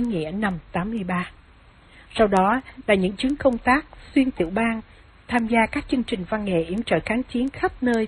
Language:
Vietnamese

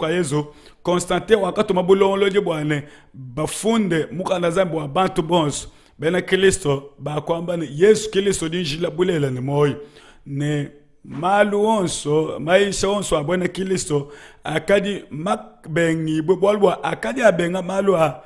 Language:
Luba-Lulua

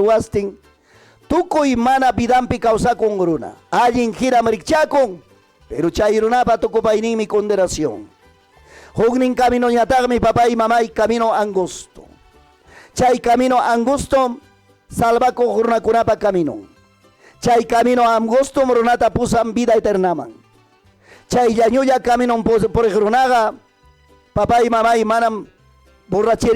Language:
Ayacucho Quechua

